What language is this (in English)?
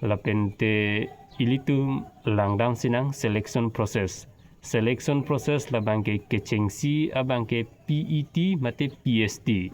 Karbi